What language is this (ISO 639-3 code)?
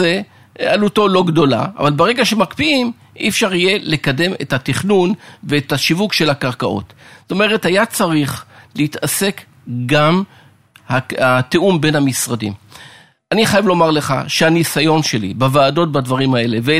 heb